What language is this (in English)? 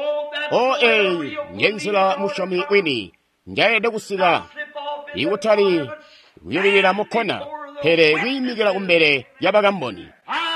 Tonga (Zambia)